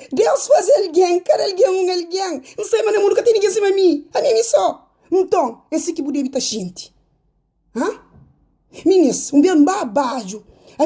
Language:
Kabuverdianu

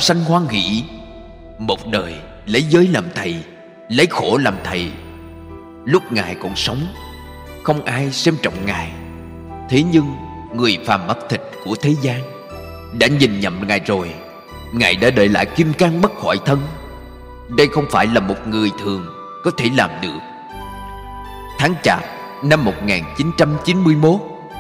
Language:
Vietnamese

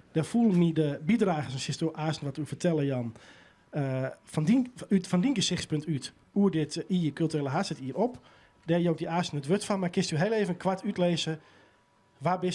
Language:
Western Frisian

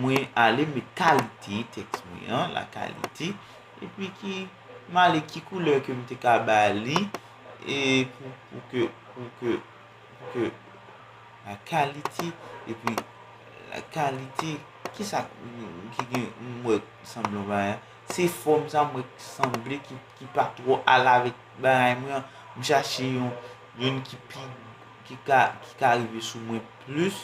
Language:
Haitian Creole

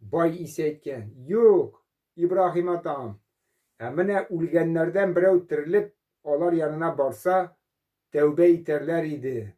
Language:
Tatar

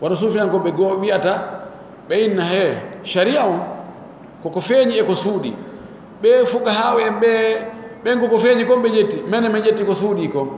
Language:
Pular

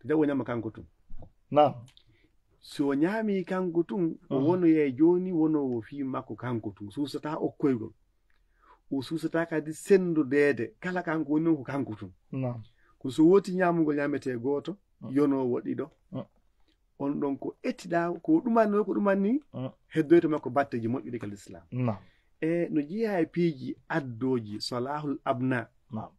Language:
Fula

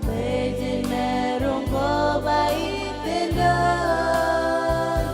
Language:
Marshallese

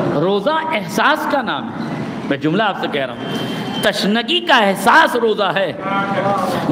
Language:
Urdu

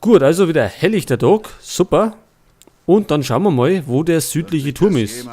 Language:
Bavarian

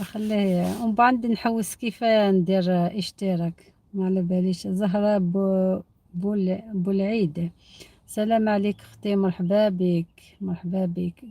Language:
Algerian Arabic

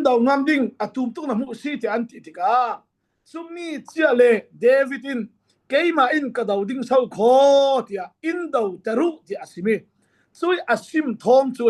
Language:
Falam Chin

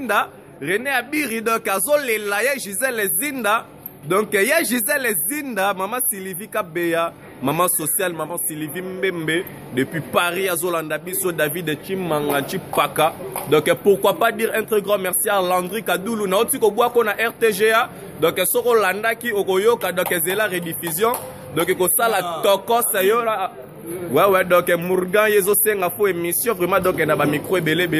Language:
Lingala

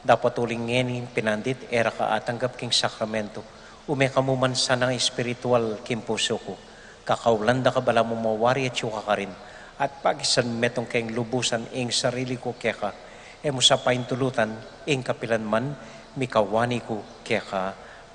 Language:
Pampanga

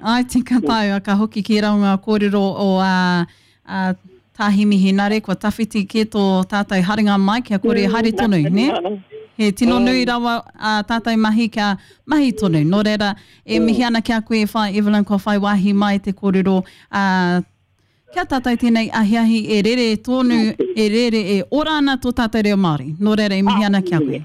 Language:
Māori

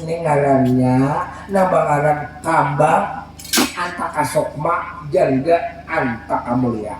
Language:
Banjar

